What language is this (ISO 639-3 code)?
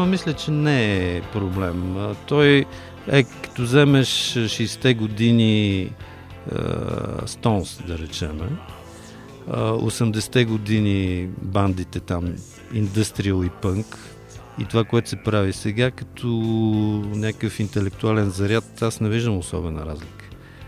bul